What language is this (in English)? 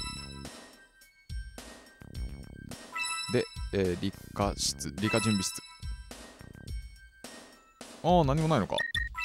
Japanese